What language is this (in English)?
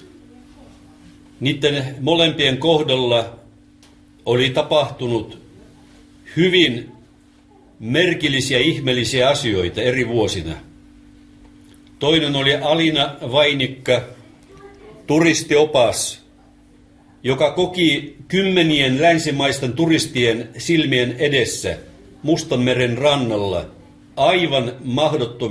Finnish